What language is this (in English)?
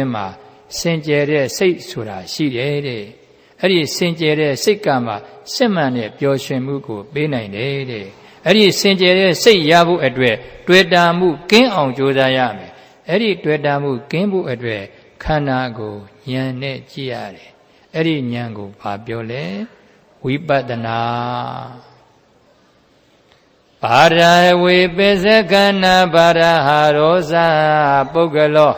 Burmese